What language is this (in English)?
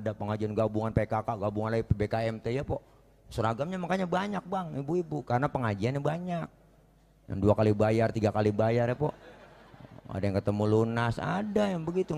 Betawi